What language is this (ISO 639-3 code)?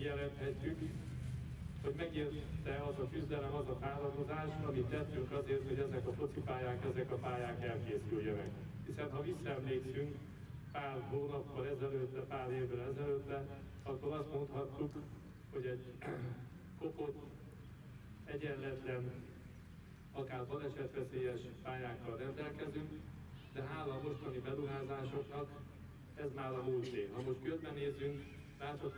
hun